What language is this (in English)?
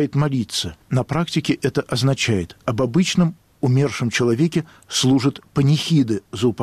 Russian